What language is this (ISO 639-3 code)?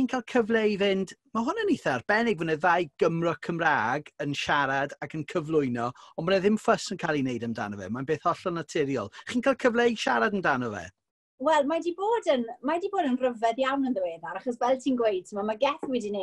cym